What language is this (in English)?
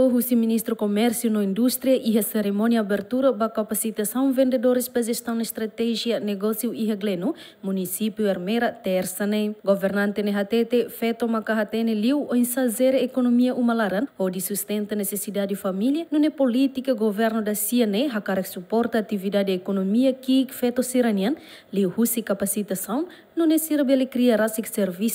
Tetum